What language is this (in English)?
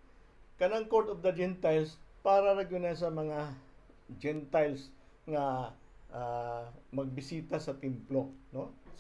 Cebuano